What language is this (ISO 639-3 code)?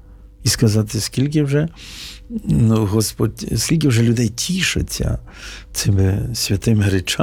ukr